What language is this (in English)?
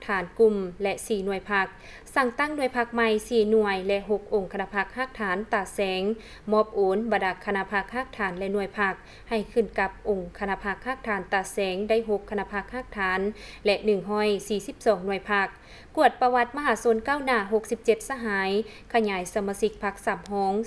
Lao